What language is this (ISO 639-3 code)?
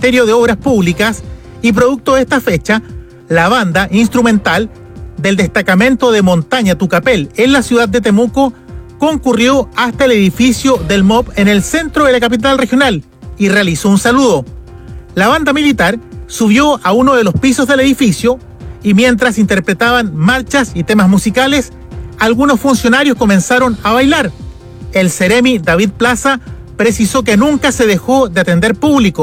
spa